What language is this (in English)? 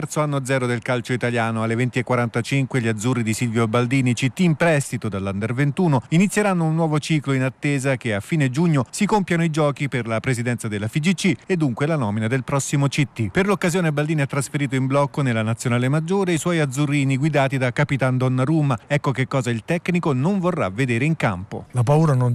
Italian